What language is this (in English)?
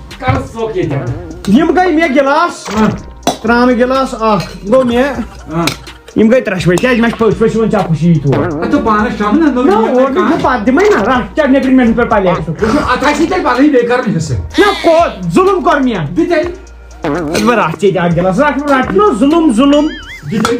Kashmiri